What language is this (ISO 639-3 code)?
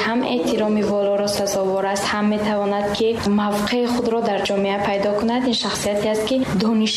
tgk